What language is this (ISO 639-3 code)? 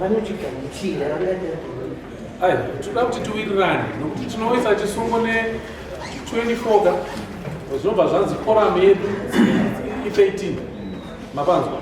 sna